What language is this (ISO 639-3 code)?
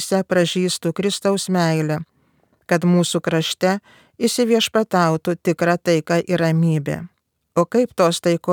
lit